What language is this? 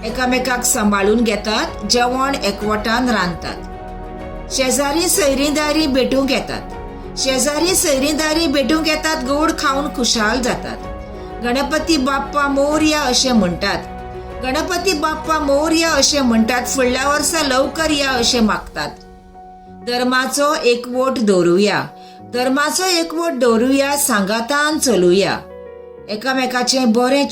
Konkani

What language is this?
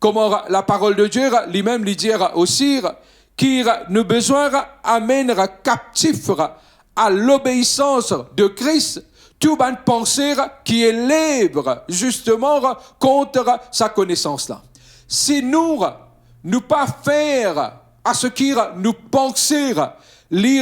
Morisyen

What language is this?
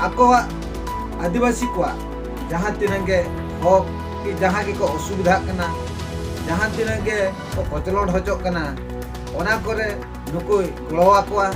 Santali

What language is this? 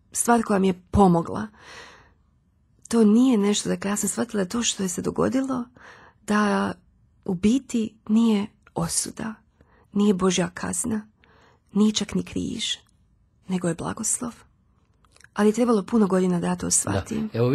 Croatian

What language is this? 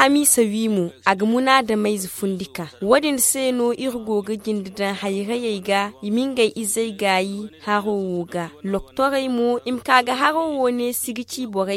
Zarma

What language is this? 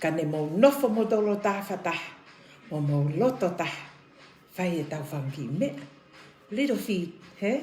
Tongan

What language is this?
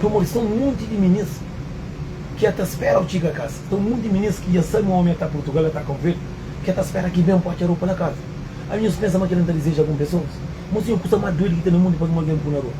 Kabuverdianu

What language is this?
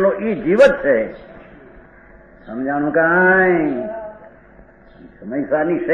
Gujarati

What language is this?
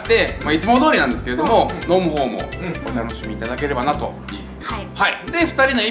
Japanese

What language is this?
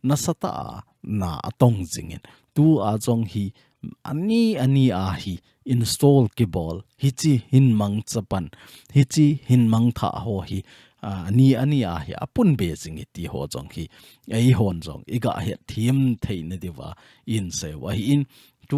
Thado Chin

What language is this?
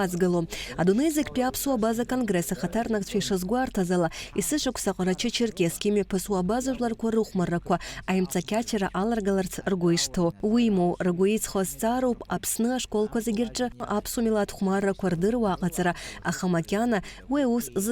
Abkhazian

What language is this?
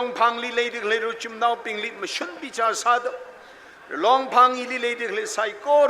Tangkhul Naga (India)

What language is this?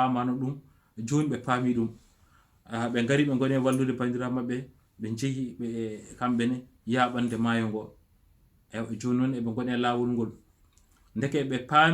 Fula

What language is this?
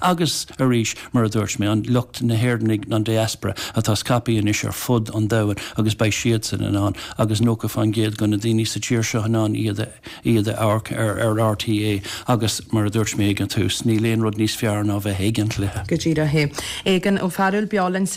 Irish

